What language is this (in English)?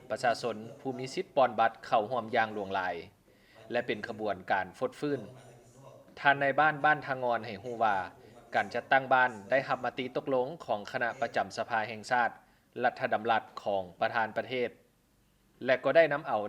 Lao